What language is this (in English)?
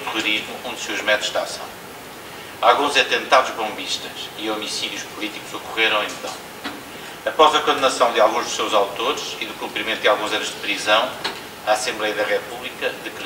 Portuguese